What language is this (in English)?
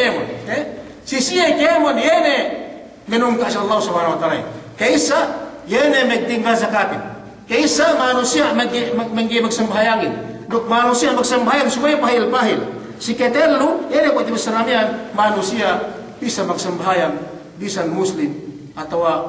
Yakan